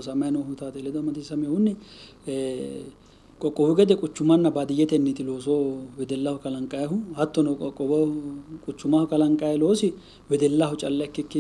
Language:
Sidamo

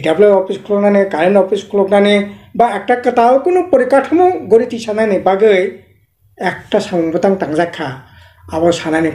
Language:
Kok Borok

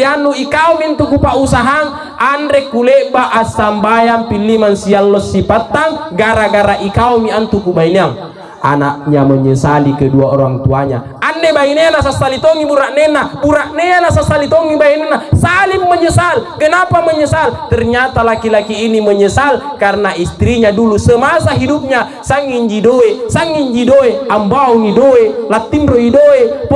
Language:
Makasar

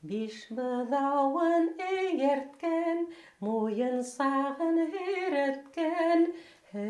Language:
Bashkir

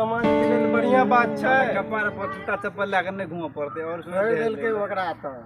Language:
Maithili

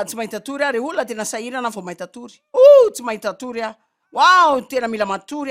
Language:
Malagasy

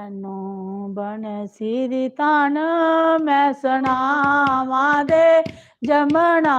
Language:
Dogri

